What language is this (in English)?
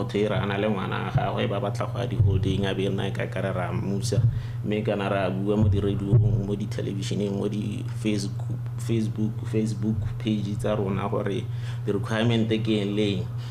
Tswana